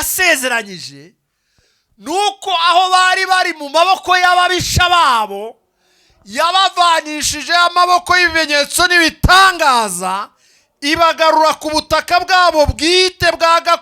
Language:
Kinyarwanda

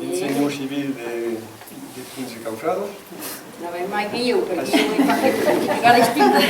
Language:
Occitan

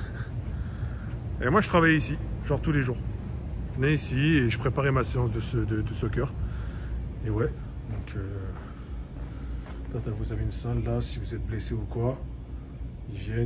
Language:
French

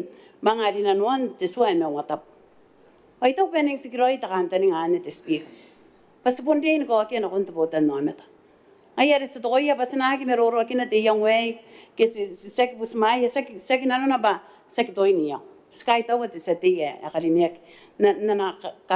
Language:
Gilbertese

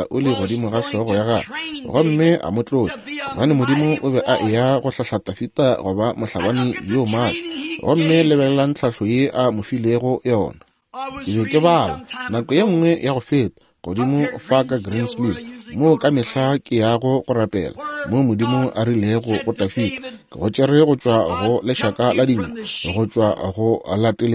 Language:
Northern Sotho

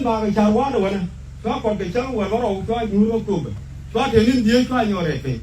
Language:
Nuer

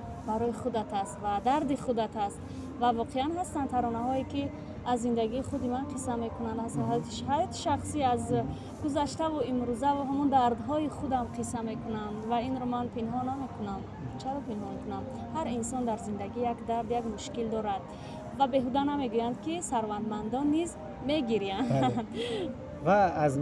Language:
Tajik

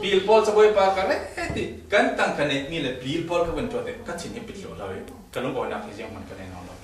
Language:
Falam Chin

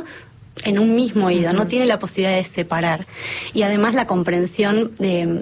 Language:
Spanish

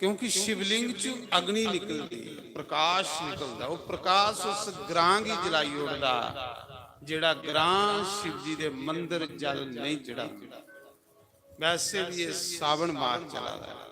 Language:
Dogri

